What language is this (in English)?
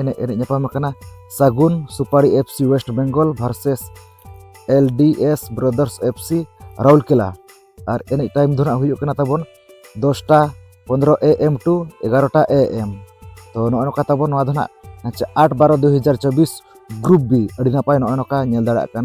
Santali